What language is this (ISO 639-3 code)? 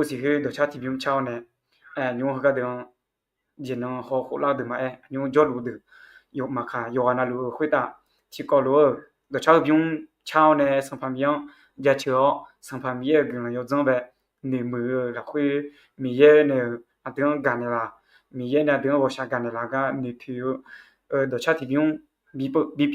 ahk